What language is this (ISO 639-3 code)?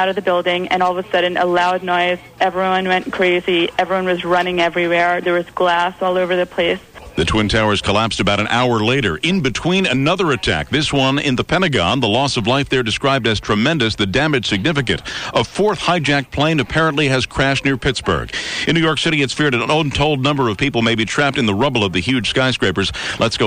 eng